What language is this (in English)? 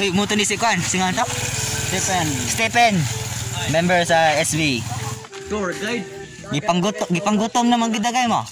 Cebuano